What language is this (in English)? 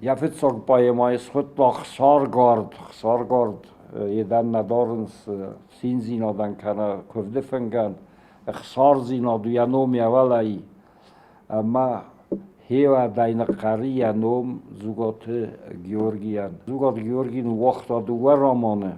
Ossetic